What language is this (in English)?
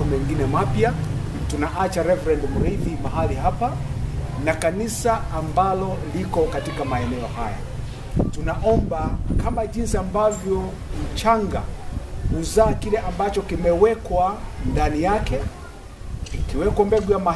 Swahili